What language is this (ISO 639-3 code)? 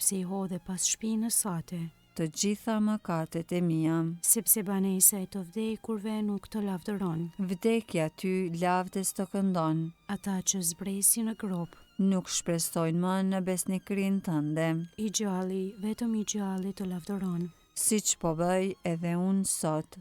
sqi